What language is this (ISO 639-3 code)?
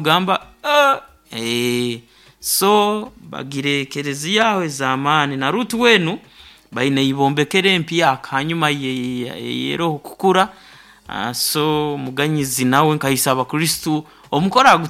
nyo